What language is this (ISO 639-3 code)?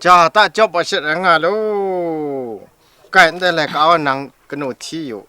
kac